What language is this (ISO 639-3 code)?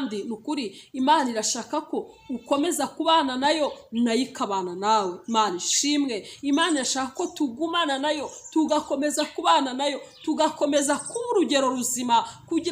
kin